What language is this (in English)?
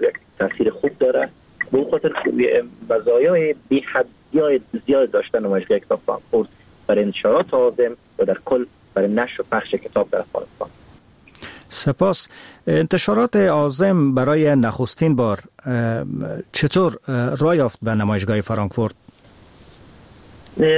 Persian